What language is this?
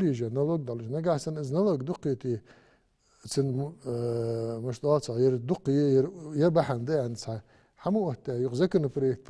Ingush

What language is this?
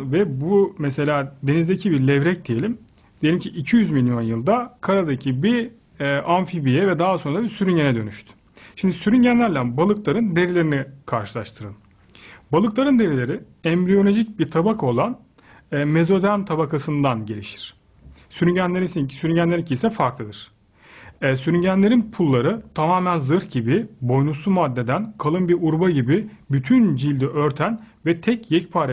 Turkish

